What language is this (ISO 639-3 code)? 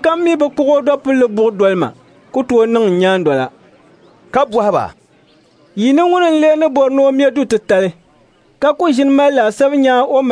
dag